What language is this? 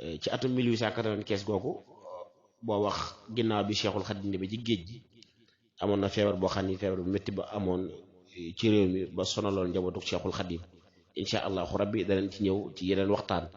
Wolof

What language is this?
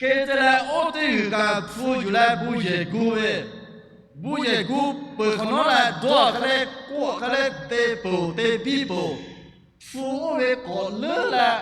Lahu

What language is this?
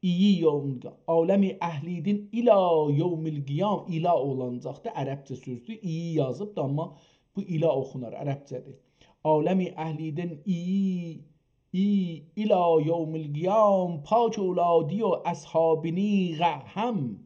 South Azerbaijani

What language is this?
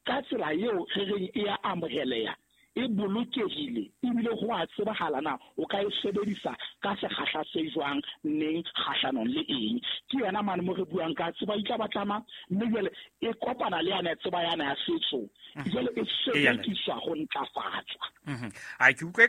Southern Sotho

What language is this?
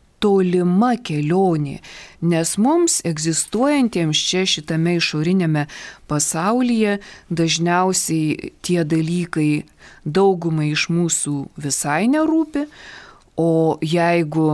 Lithuanian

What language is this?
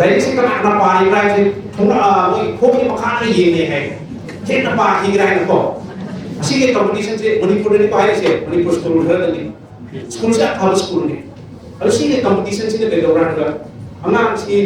Manipuri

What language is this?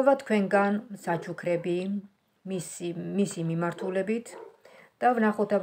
Georgian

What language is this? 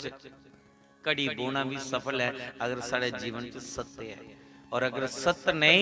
Dogri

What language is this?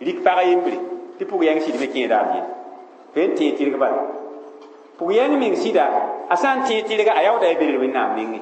Mossi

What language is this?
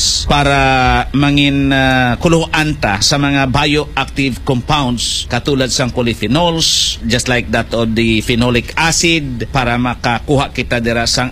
Hiligaynon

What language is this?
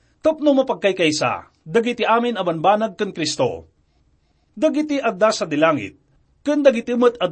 Iloko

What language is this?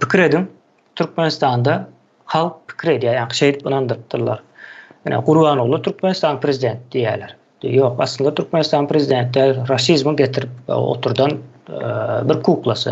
Turkmen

